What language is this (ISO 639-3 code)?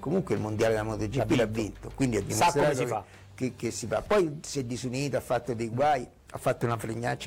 ita